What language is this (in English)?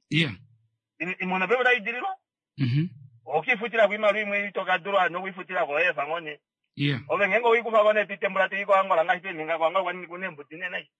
Kuanyama